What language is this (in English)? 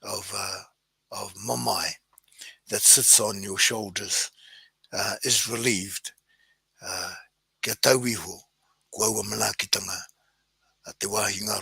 Māori